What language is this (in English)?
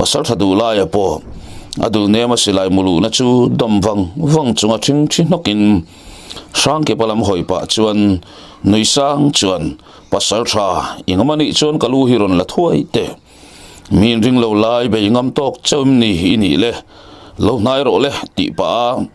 Mizo